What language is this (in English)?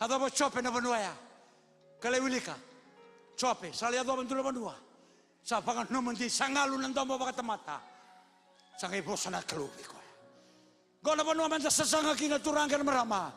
Fijian